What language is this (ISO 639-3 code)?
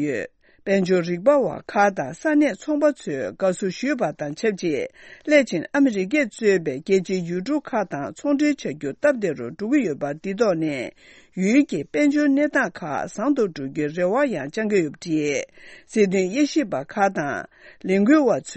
bod